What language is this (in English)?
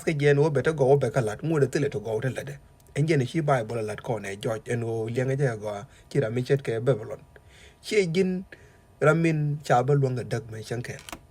Nuer